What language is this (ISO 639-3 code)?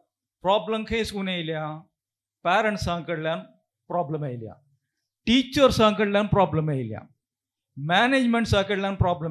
kok